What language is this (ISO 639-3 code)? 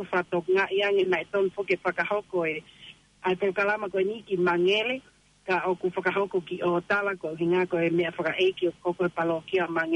ton